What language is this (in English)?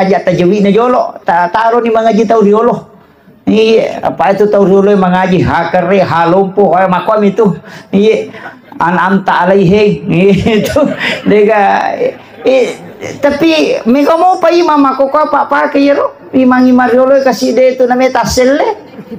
Buginese